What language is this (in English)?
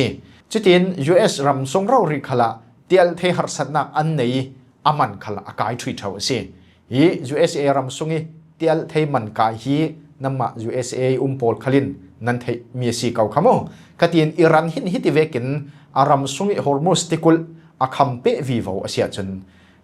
Falam Chin